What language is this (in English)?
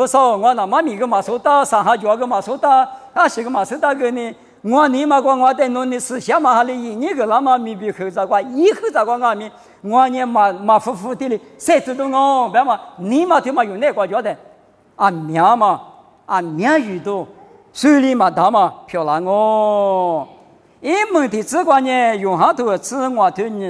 Lisu